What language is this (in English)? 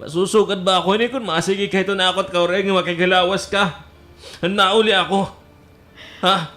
Waray